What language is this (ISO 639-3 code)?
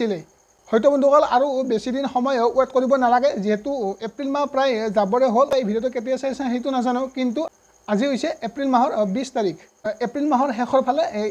asm